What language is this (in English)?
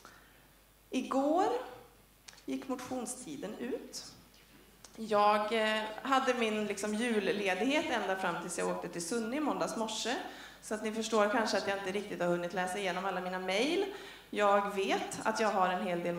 Swedish